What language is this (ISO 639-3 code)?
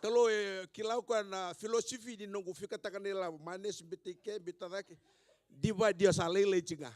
fij